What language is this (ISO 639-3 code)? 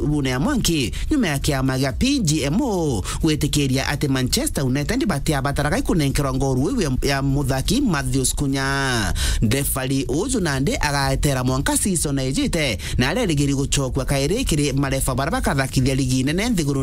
mer